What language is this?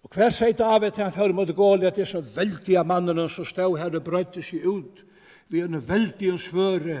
Faroese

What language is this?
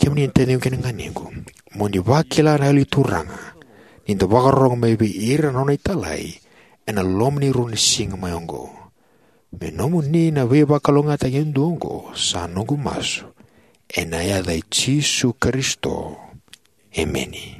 Fijian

